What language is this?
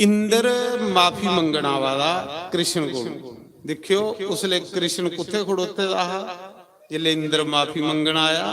Dogri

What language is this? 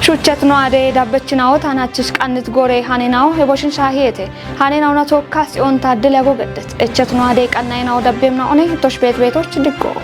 Kafa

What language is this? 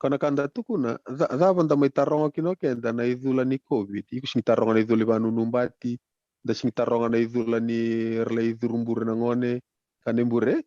Fijian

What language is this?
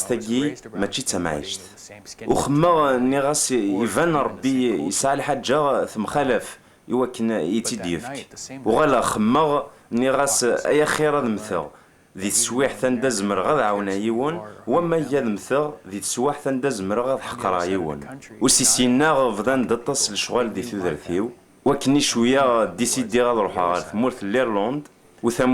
Kabyle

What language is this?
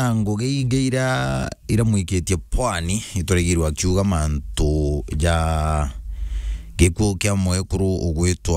Meru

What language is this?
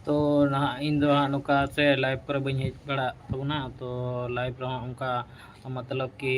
Santali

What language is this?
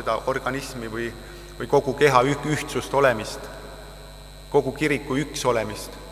Estonian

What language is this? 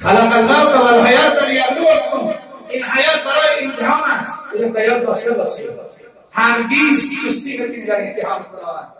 Tajik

